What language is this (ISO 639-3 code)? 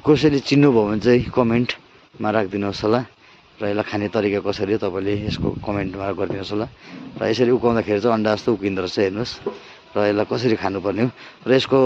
nep